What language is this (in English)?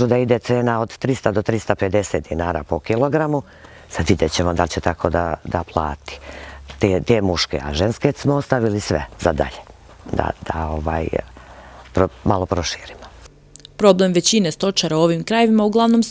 Serbian